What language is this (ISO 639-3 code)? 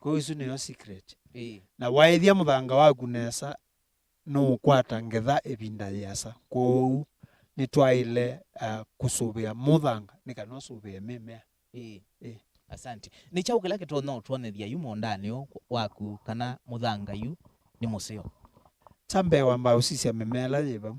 kam